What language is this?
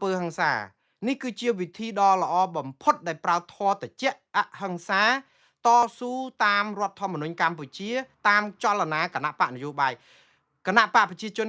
Khmer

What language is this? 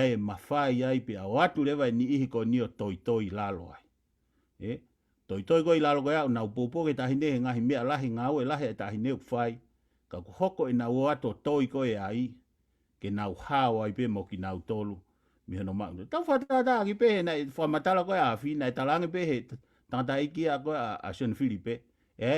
Tongan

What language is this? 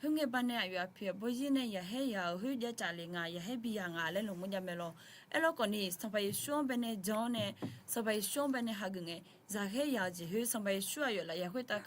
Akha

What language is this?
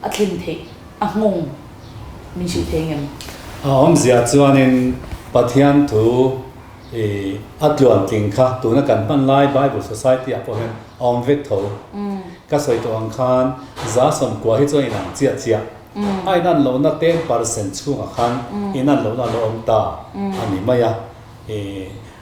Mizo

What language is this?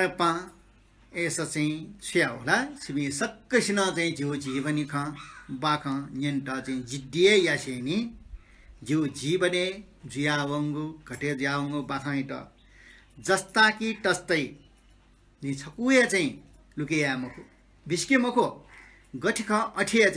Newari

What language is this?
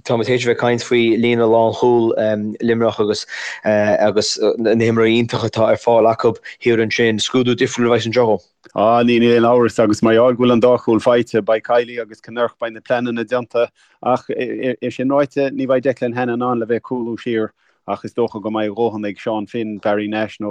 Irish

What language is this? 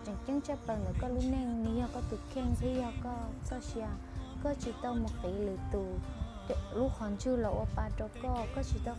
Hmong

